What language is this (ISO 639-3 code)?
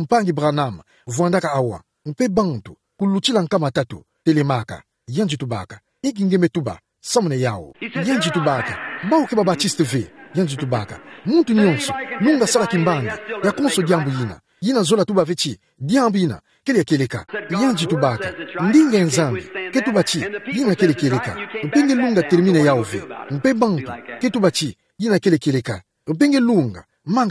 ktu